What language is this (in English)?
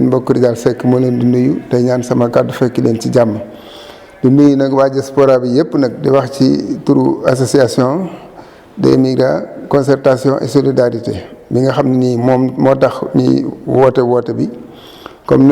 Wolof